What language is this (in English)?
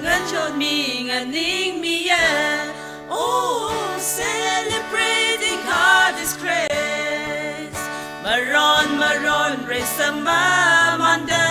Tangkhul Naga (India)